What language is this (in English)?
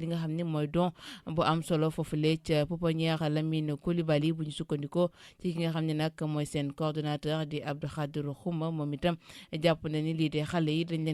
Wolof